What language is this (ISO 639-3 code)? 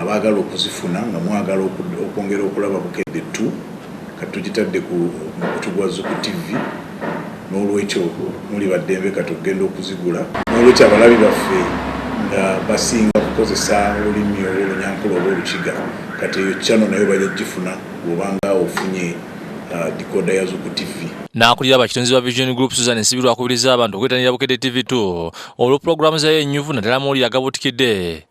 lug